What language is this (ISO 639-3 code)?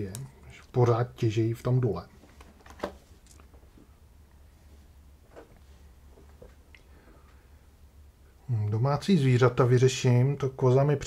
ces